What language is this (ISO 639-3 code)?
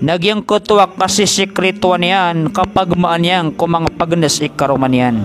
mrw